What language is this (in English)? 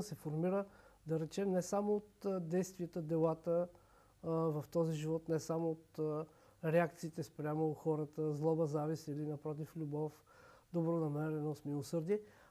Bulgarian